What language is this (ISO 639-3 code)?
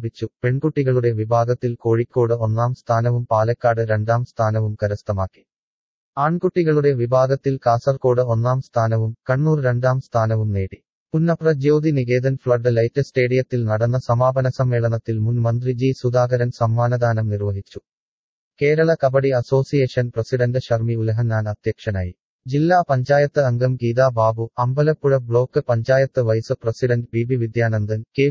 mal